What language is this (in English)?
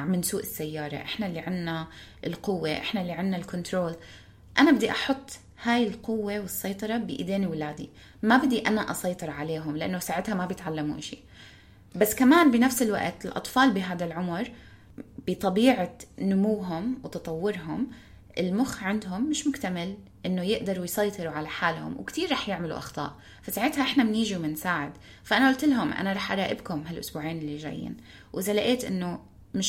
North Levantine Arabic